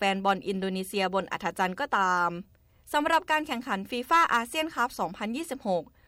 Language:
Thai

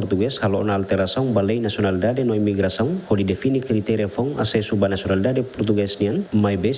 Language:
Tetum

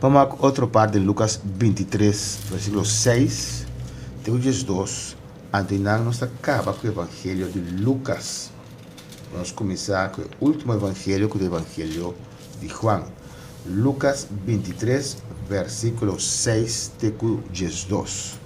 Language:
Papiamento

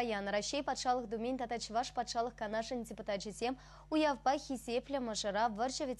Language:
Chuvash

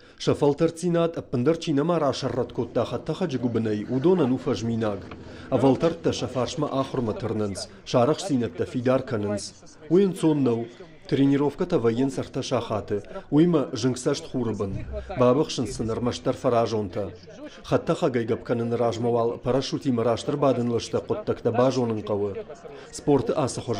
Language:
Ossetic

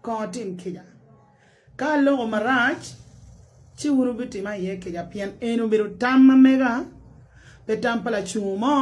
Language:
Acoli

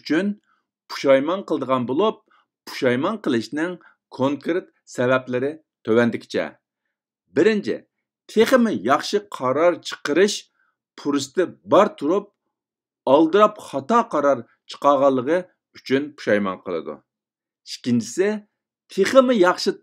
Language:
Uyghur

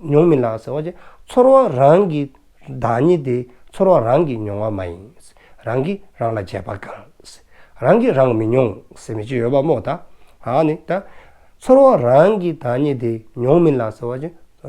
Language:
Dzongkha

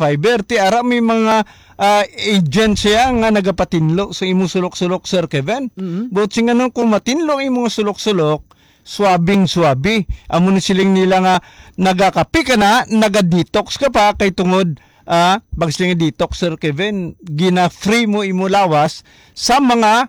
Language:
Hiligaynon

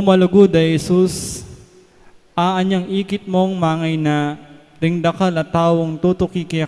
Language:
Pampanga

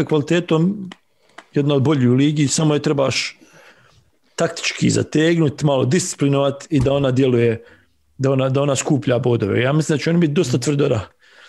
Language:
Bosnian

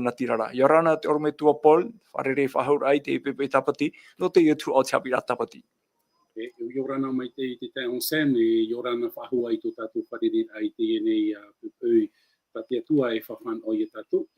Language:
Tahitian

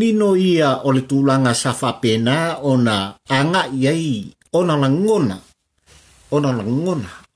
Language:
Samoan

